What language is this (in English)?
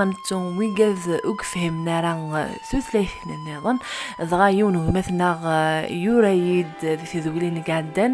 Kabyle